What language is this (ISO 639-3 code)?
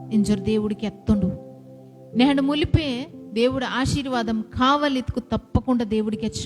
kff